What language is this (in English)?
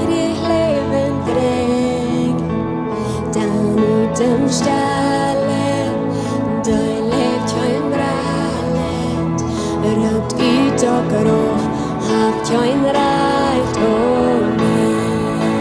Plautdietsch